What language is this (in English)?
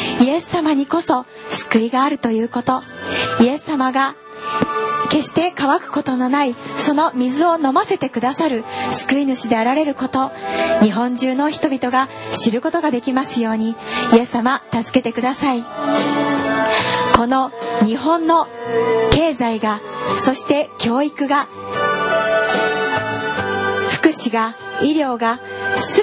Japanese